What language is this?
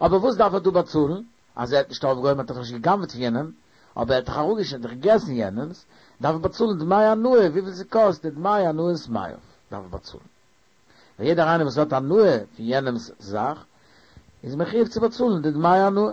Yiddish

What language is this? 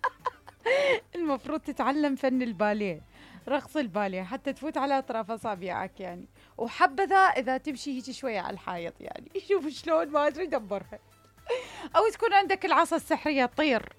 Mesopotamian Arabic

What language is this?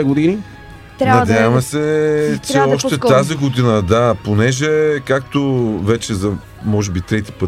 Bulgarian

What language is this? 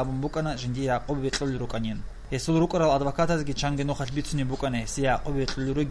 Avaric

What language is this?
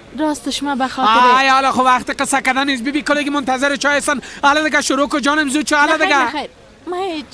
Persian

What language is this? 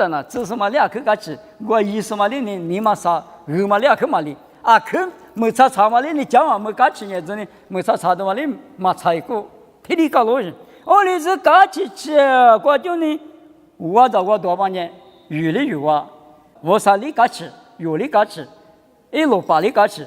Lisu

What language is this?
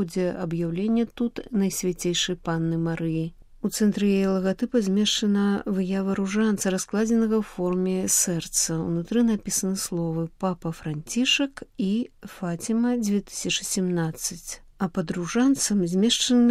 Belarusian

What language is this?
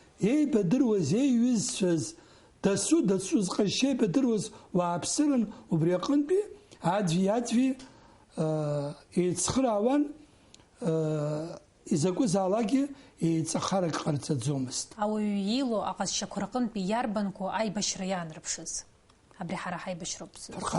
Abkhazian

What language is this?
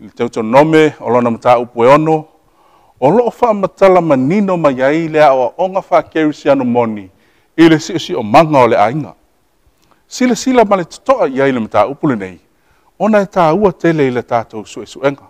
Samoan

